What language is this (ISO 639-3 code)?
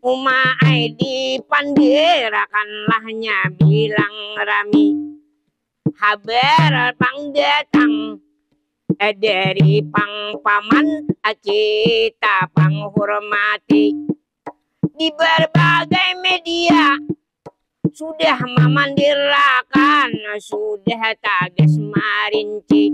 bjn